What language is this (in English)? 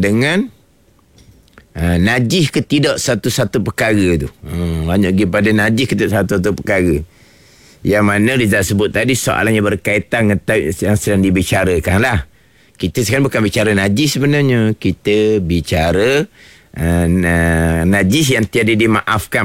Malay